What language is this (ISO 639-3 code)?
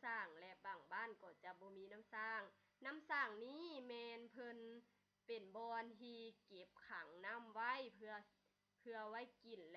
lao